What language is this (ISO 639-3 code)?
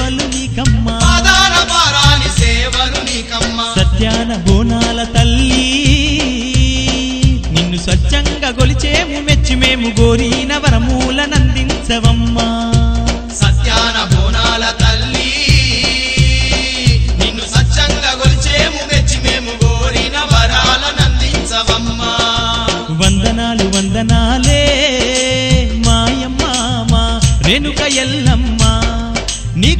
tel